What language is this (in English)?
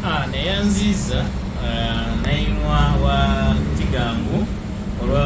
Soga